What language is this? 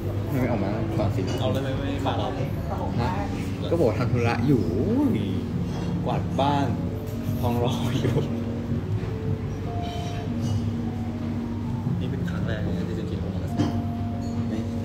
Thai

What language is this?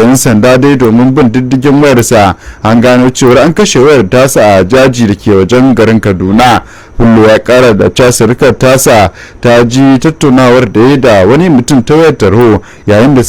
Hausa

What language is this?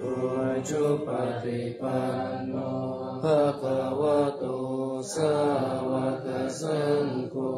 Pali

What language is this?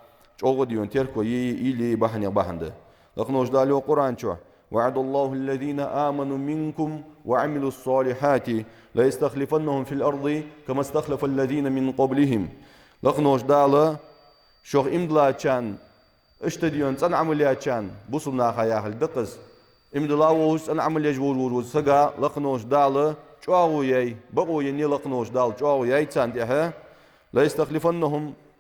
Ingush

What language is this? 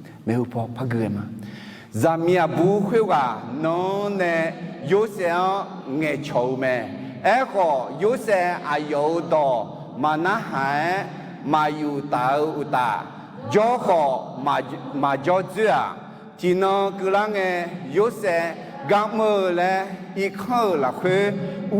Akha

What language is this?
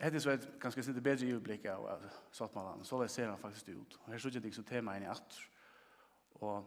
Faroese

